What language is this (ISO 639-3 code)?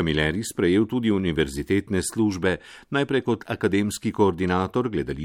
slv